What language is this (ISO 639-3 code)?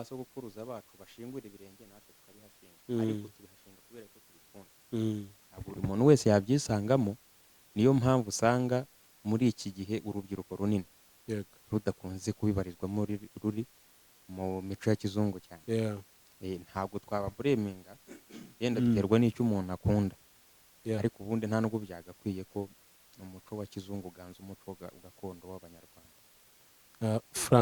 kin